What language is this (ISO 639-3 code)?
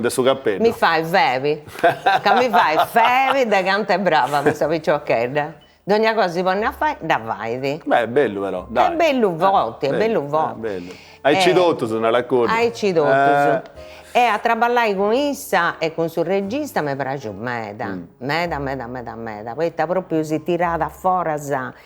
srd